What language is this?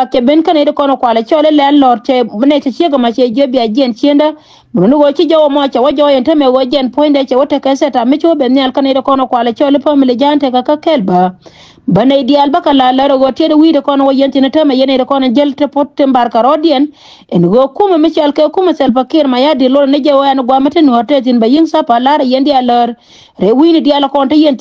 Nuer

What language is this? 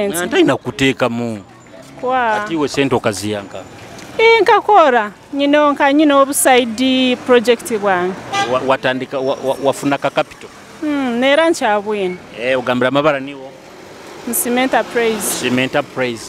Nyoro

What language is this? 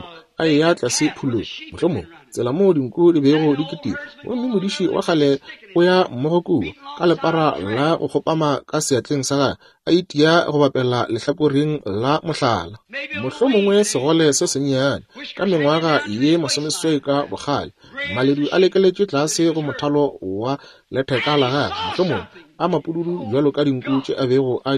Northern Sotho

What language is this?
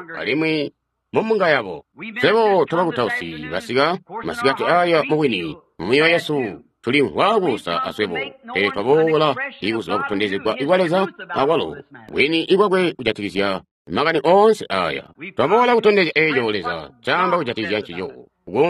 Tonga (Zambia)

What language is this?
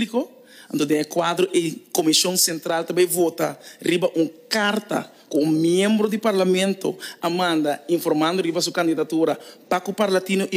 Papiamento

